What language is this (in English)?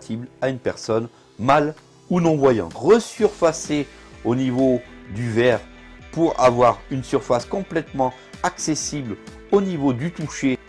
French